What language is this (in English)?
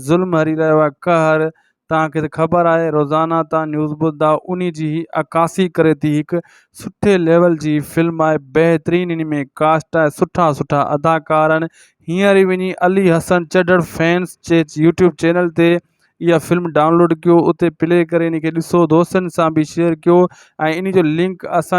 Sindhi